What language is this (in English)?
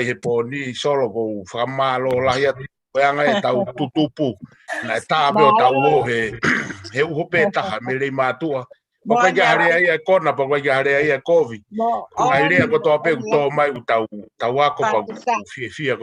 Tongan